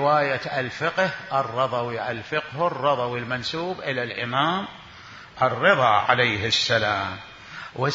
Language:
Mesopotamian Arabic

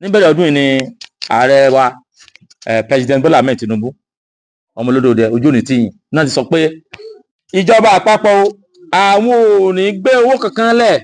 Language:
Yoruba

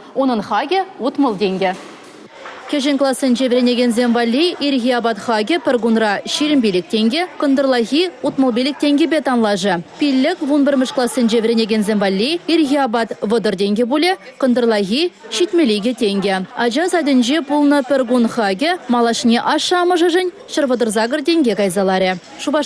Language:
Chuvash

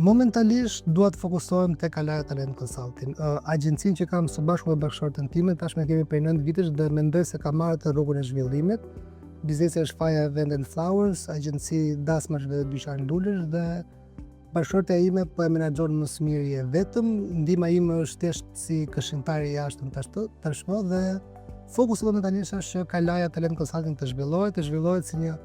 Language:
Albanian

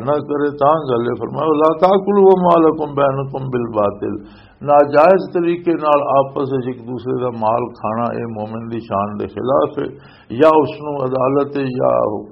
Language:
Western Panjabi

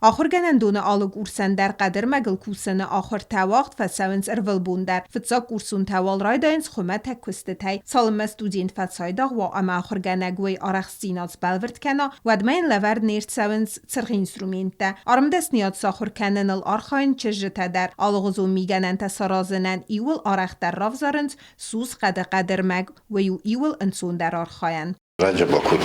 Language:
Ossetic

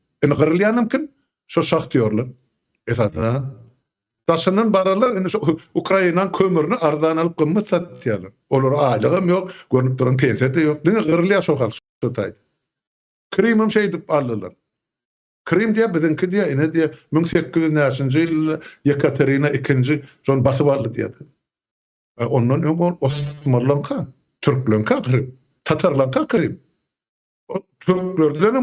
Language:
Turkmen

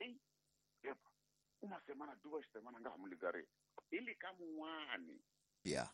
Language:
Tsonga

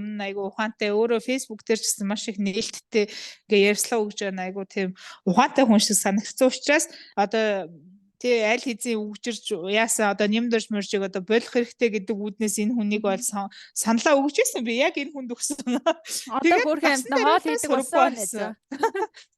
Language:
Mongolian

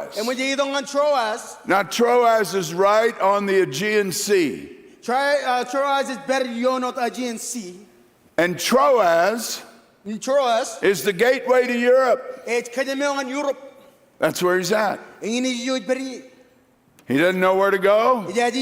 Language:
Marshallese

